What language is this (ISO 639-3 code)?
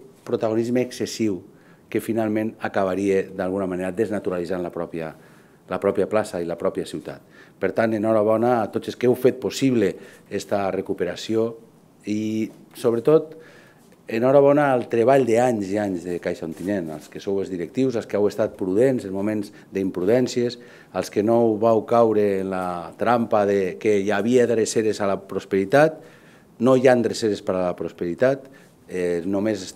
cat